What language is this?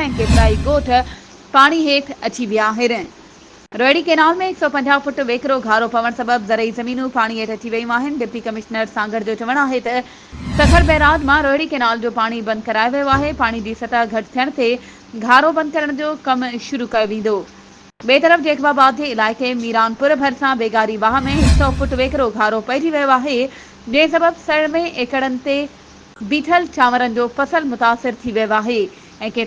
Sindhi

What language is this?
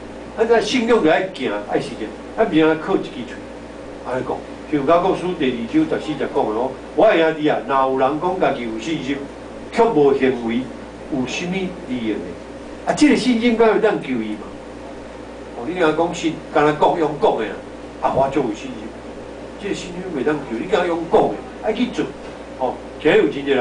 Min Nan Chinese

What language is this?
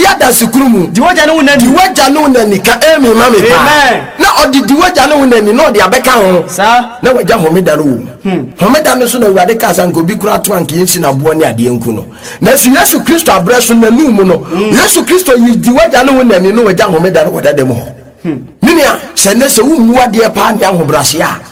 Akan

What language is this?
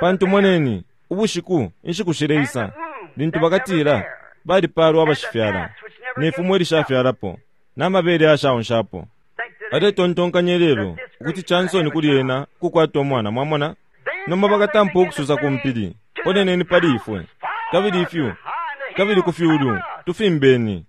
Bemba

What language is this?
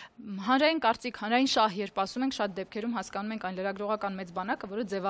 Armenian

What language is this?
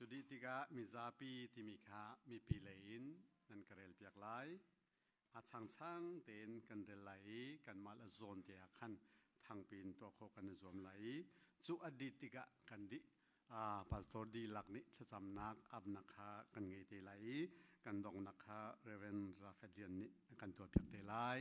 Hakha Chin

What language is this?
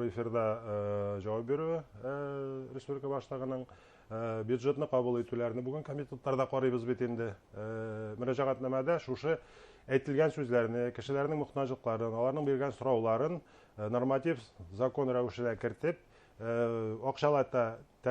Bashkir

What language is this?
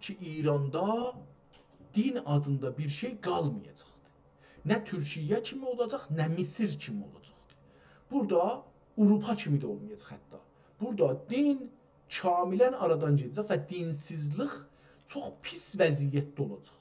South Azerbaijani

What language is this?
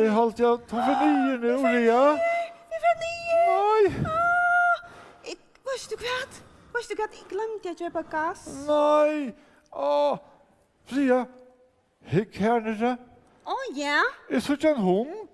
Faroese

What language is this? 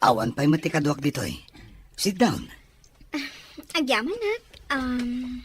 Iloko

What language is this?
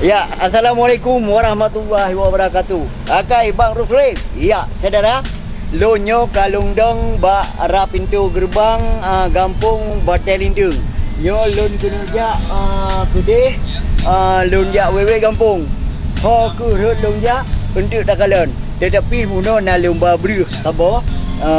Achinese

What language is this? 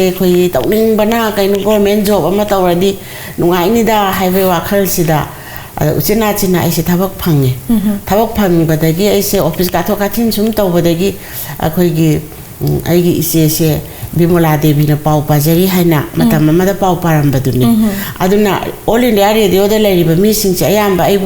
Manipuri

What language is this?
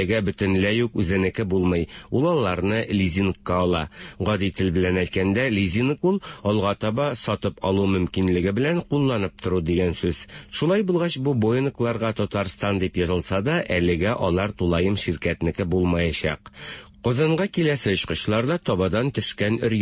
Tatar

